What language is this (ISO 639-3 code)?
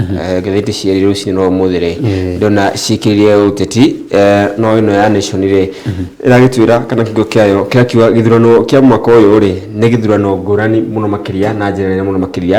kik